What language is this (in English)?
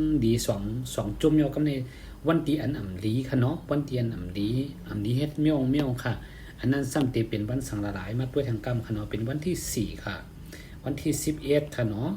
Shan